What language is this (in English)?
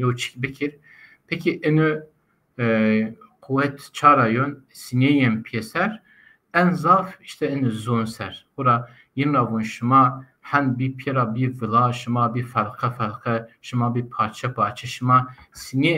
Zaza